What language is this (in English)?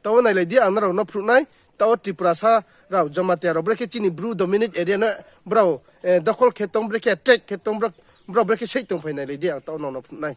Riang (India)